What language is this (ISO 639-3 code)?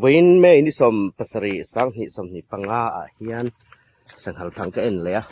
hmr